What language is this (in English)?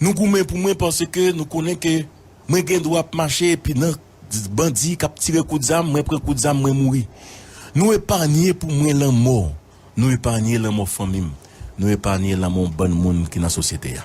Haitian Creole